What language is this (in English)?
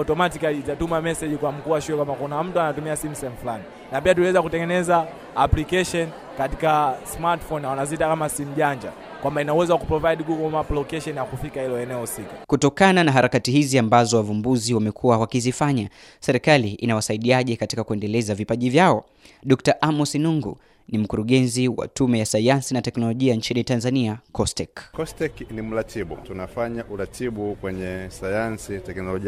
Swahili